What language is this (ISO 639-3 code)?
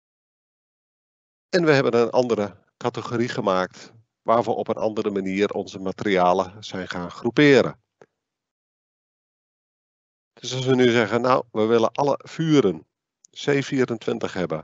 nld